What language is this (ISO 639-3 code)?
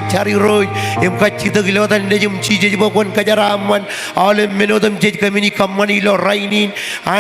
mah